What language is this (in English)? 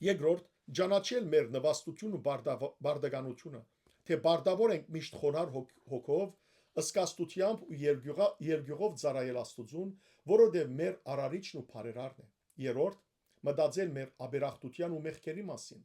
Western Armenian